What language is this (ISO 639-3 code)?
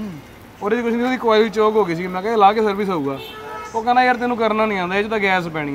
pan